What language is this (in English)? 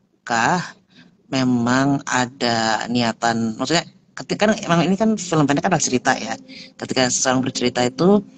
Indonesian